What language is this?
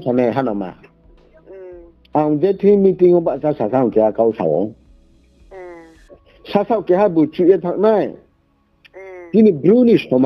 Riang (India)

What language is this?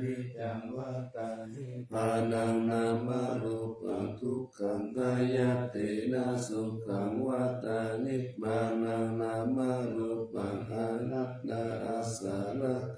Pali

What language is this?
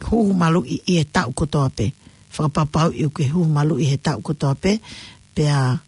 Tongan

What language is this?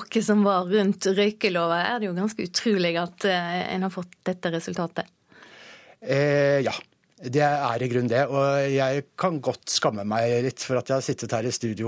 Norwegian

